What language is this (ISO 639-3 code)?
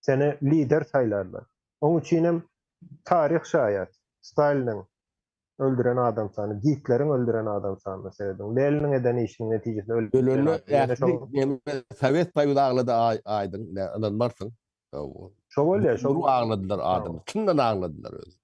tuk